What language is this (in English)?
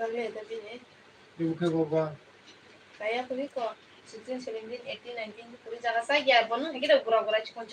Kok Borok